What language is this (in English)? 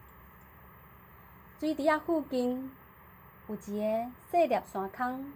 Min Nan Chinese